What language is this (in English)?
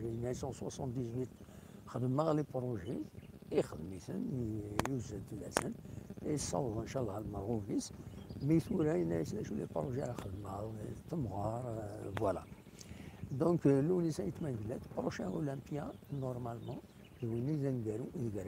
Kabyle